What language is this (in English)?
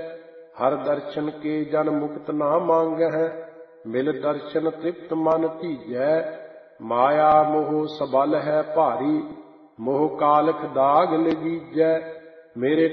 Punjabi